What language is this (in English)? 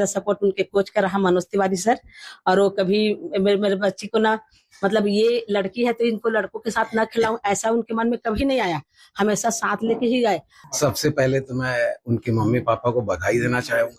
Hindi